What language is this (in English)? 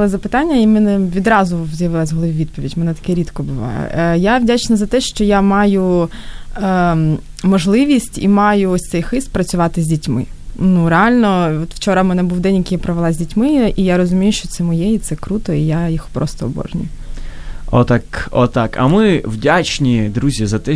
Ukrainian